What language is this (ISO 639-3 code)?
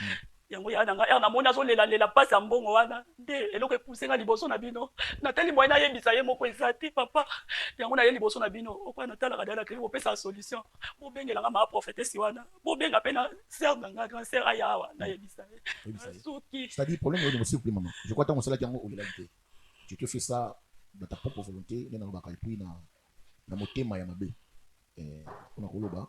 lin